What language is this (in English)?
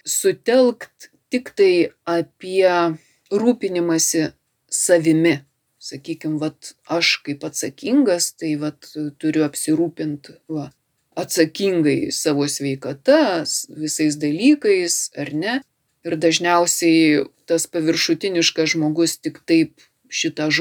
Lithuanian